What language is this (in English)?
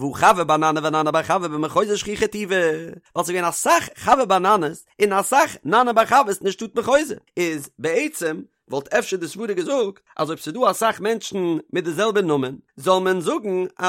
Yiddish